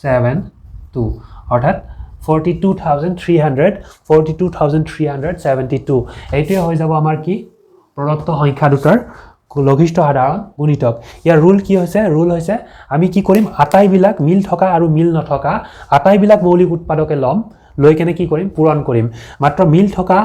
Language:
Assamese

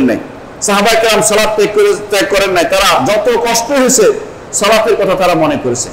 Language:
Bangla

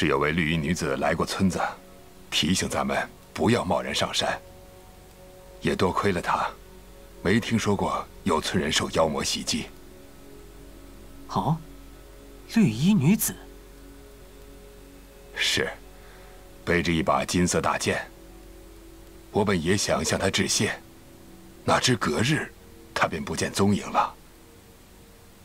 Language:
Chinese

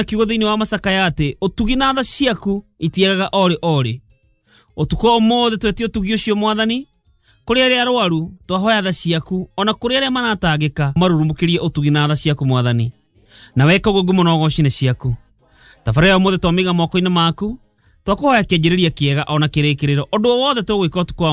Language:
Kikuyu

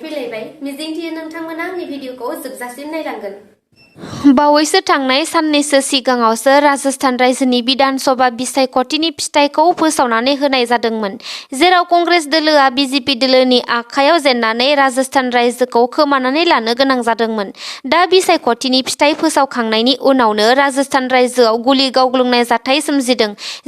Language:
Bodo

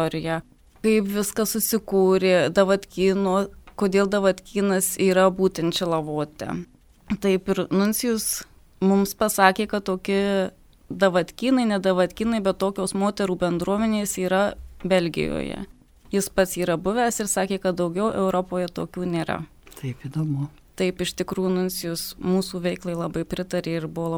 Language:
Lithuanian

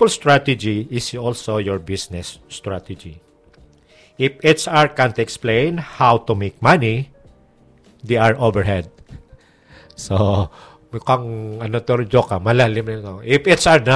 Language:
Filipino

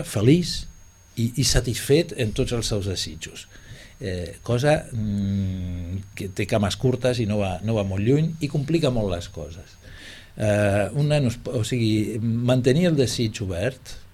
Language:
Catalan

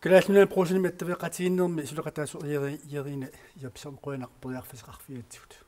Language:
Kalaallisut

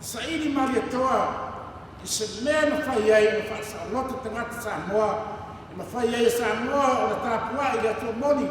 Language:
Samoan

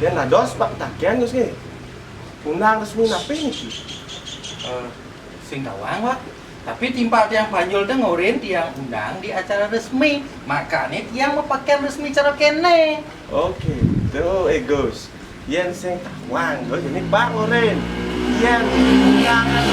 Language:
Balinese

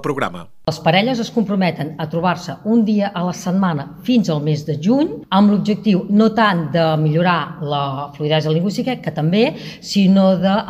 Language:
Catalan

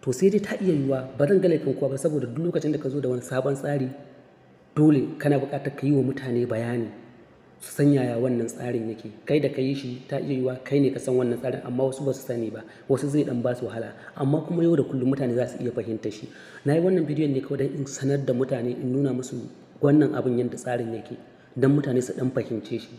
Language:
Hausa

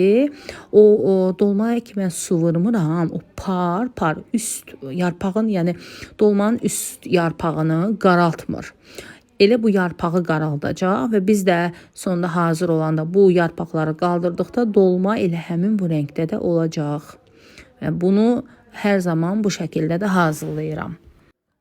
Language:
Azerbaijani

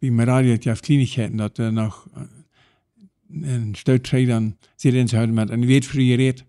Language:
Plautdietsch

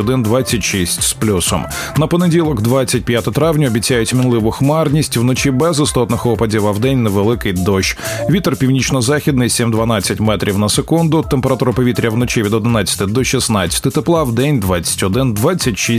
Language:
Ukrainian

